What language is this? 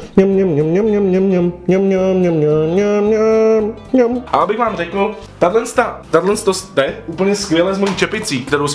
Czech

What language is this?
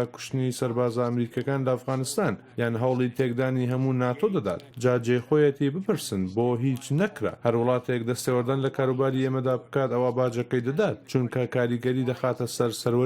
Central Kurdish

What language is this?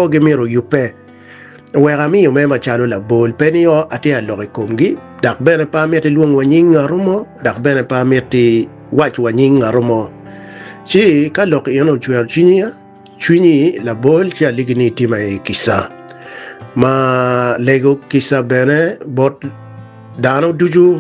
Acoli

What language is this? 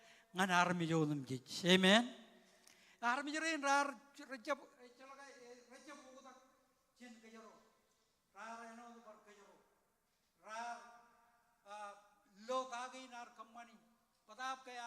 Marshallese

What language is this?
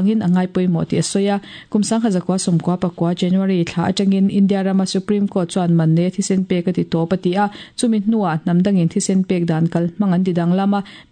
Mizo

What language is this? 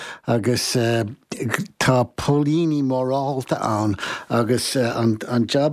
Irish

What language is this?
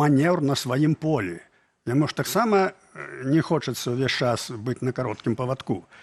Belarusian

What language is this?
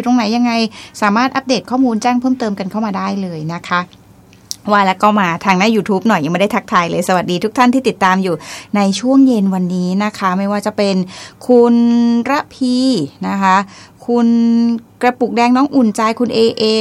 Thai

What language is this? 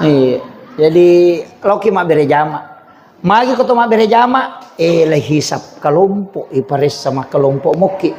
Buginese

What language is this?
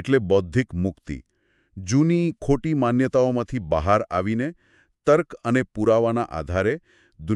Gujarati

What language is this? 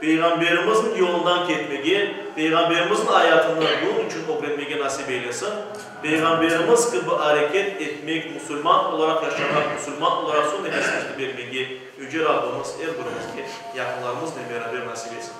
Crimean Tatar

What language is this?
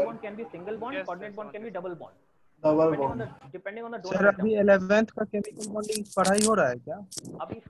Hindi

